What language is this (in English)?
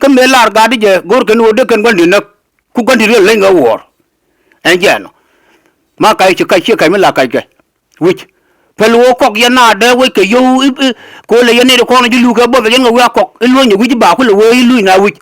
Nuer